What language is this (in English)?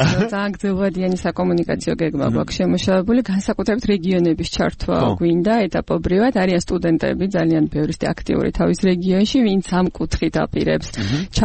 Georgian